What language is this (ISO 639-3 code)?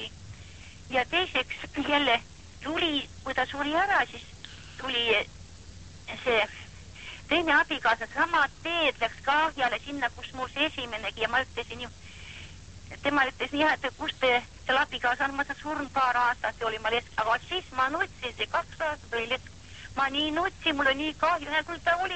est